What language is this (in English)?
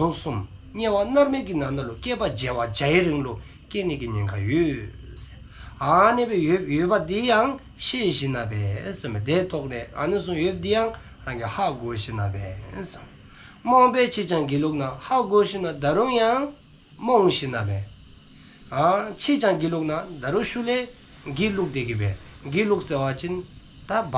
Dzongkha